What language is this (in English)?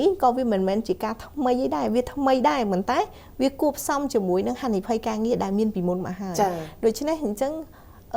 Khmer